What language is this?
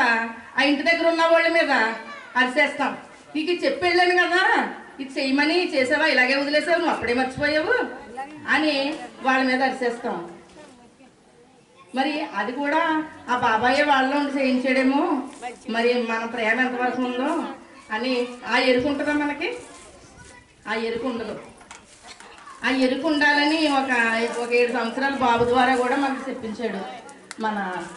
Telugu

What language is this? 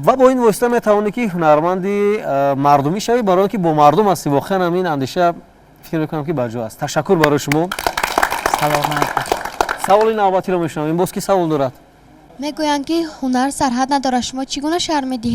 Tajik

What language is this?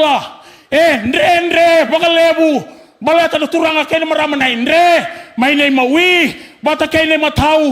Fijian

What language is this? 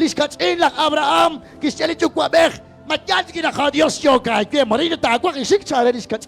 Kekchí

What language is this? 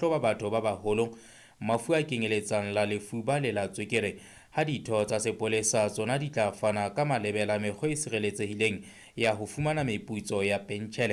Southern Sotho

